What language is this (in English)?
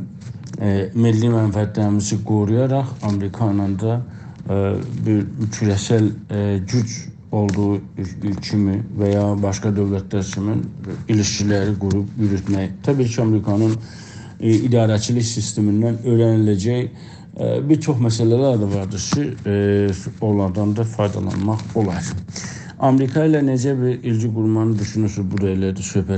South Azerbaijani